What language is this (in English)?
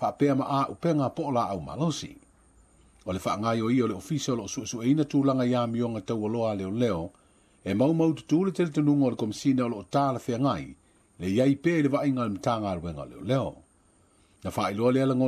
Samoan